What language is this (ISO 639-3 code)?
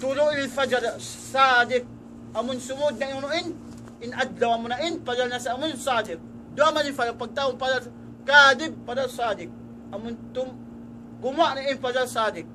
tsg